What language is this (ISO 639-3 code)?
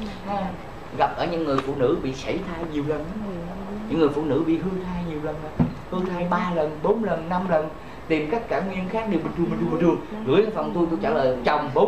vie